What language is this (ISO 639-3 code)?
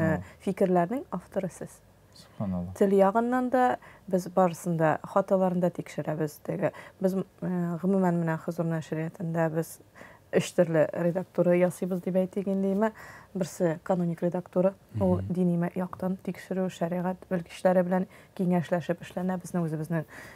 tat